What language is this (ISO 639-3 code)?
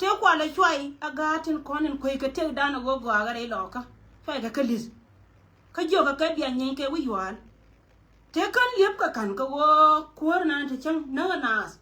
nus